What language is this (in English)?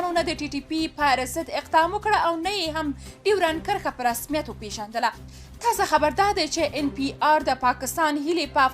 Pashto